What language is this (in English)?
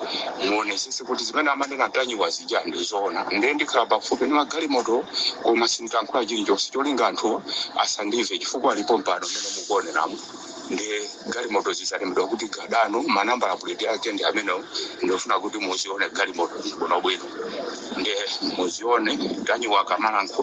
Nyanja